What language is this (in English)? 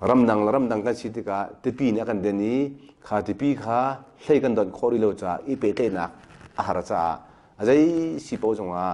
Hakha Chin